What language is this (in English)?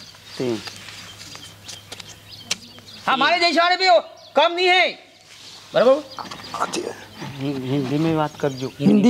Gujarati